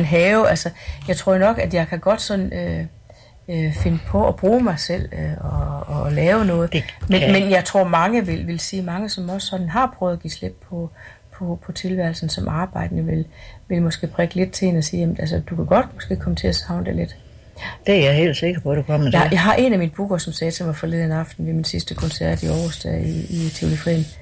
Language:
Danish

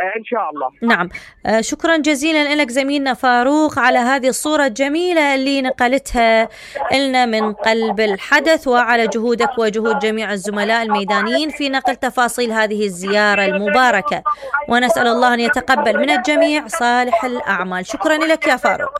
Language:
Mesopotamian Arabic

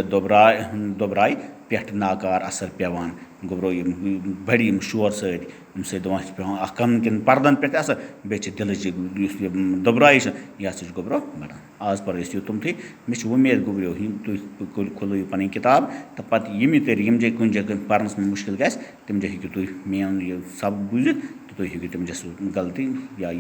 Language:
Kashmiri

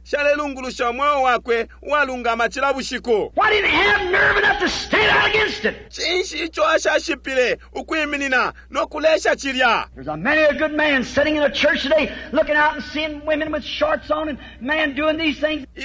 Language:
Bemba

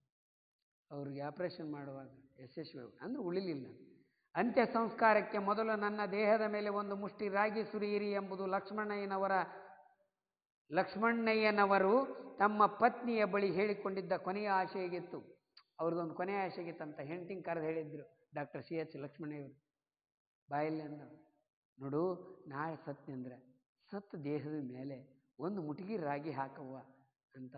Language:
Kannada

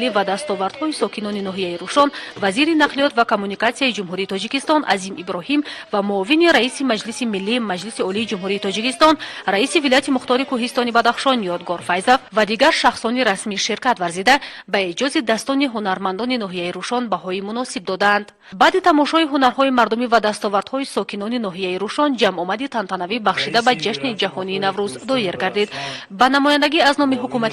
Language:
Tajik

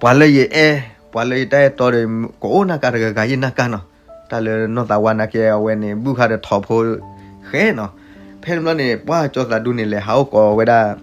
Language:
S'gaw Karen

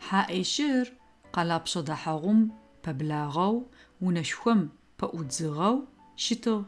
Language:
Adyghe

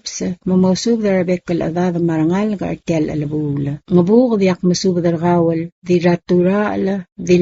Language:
Palauan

